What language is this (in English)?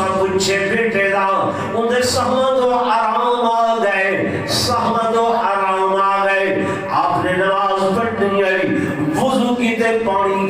Saraiki